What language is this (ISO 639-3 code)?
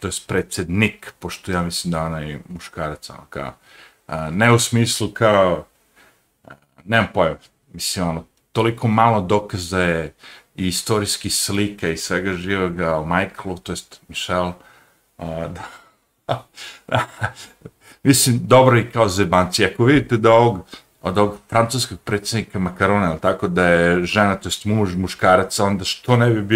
srp